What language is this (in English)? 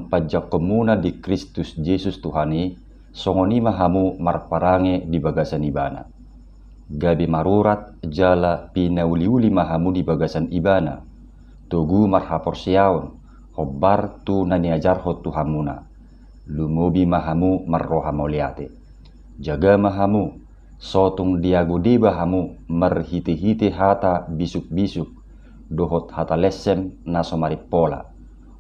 Batak Toba